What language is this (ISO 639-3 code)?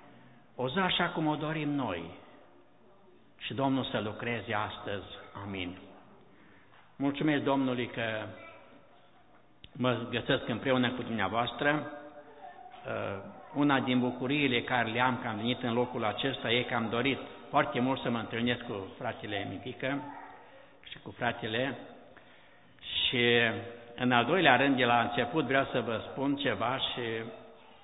ron